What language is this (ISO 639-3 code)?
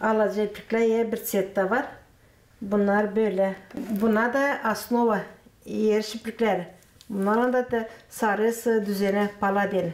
gag